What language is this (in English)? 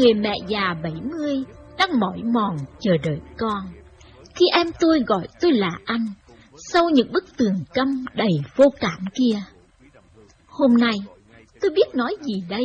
Vietnamese